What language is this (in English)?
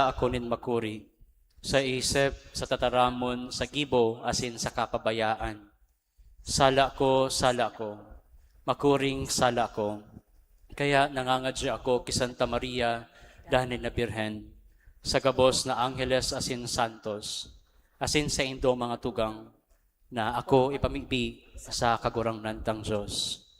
Bikol